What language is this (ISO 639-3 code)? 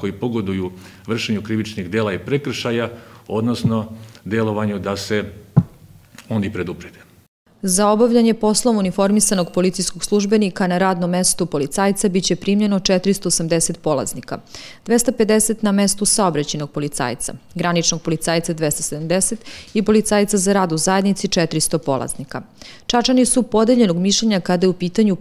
srp